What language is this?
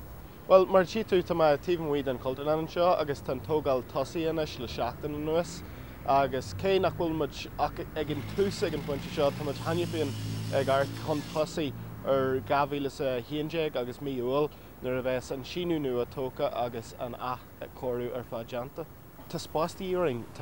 Irish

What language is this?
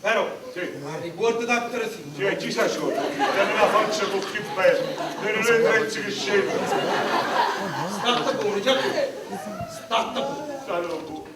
Neapolitan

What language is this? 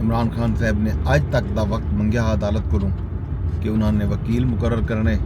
Saraiki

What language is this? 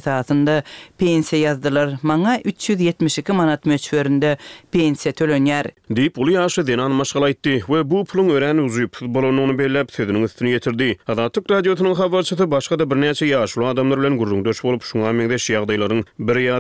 Turkmen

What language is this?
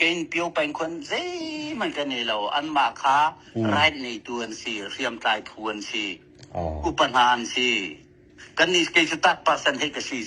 Hakha Chin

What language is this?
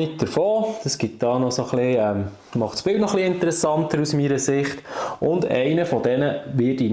Swiss German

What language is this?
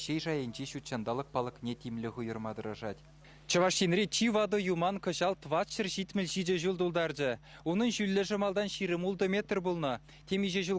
Chuvash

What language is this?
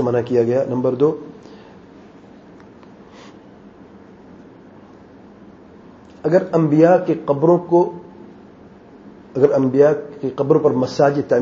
Urdu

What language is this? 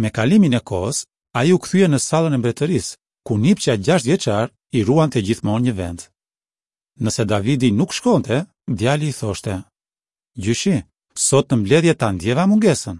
Albanian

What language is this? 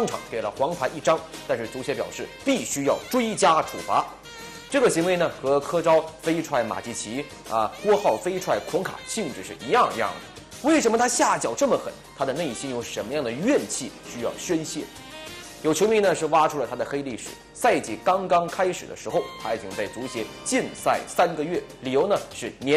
Chinese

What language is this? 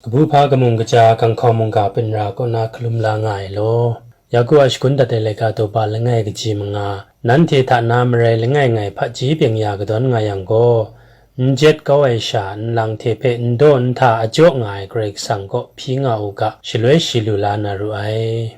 Kachin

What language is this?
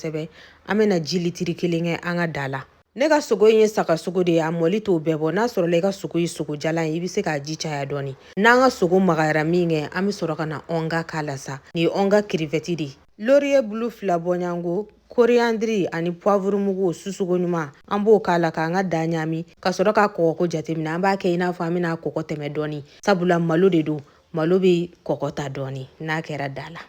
Bambara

